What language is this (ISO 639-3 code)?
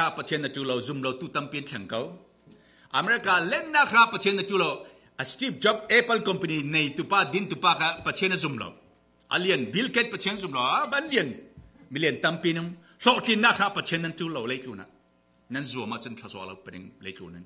cfm